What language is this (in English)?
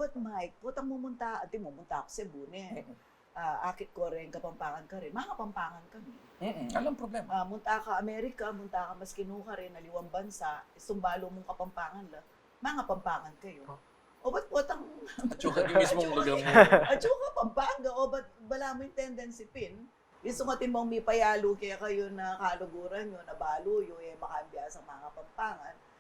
Pampanga